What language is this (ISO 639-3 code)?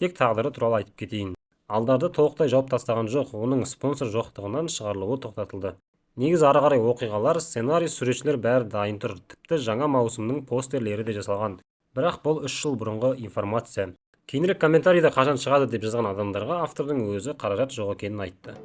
kaz